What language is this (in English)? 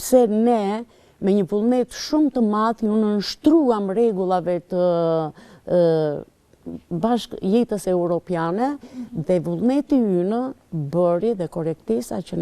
Albanian